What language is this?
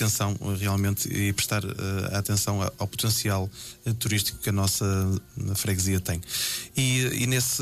Portuguese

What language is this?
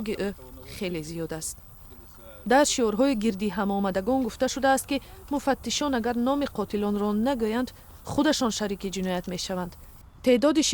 Tajik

